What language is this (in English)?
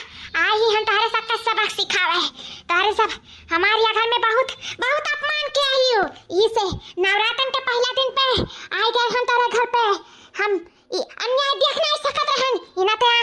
Awadhi